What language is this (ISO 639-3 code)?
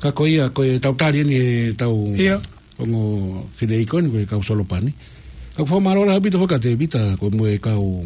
ton